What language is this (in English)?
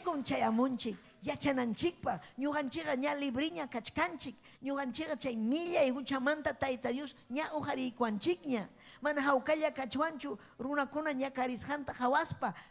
Ayacucho Quechua